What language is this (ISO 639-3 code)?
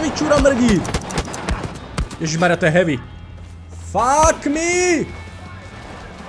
slk